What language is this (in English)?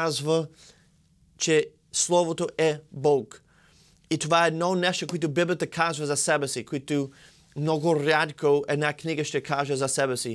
Bulgarian